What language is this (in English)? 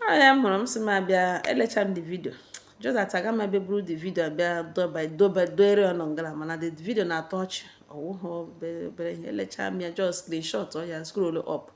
Igbo